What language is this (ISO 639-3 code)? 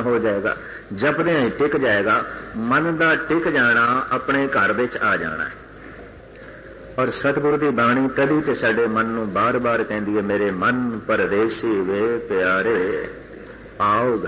pan